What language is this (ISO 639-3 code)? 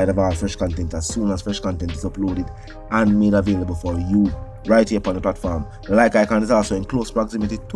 jam